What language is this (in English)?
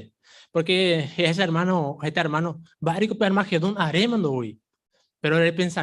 Guarani